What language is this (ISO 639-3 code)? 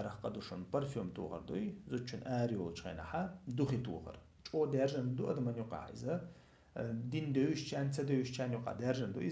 che